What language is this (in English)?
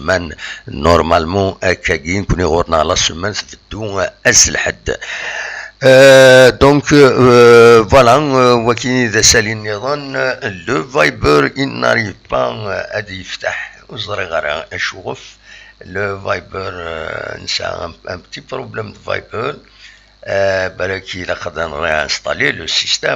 Kabyle